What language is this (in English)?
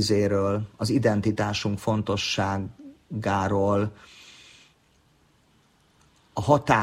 Hungarian